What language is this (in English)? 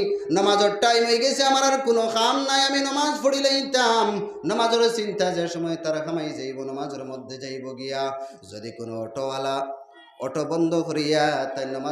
Sylheti